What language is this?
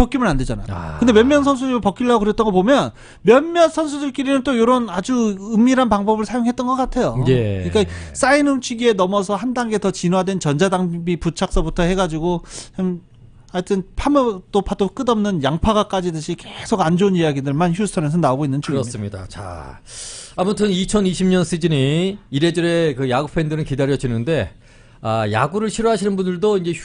Korean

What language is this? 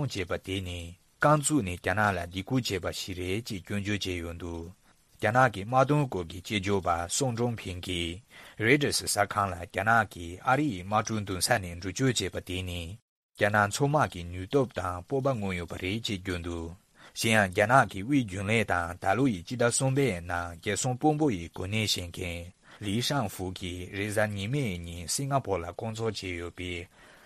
Tibetan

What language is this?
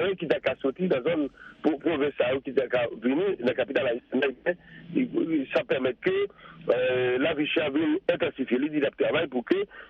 Haitian Creole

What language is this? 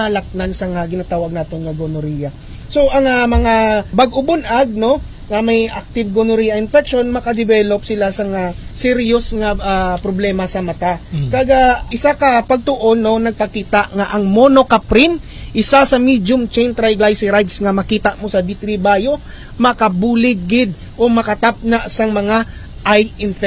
Hiligaynon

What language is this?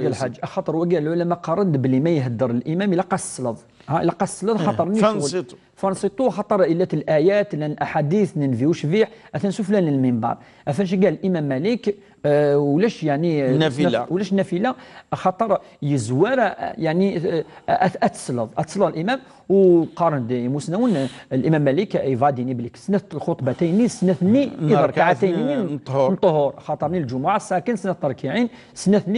Kabyle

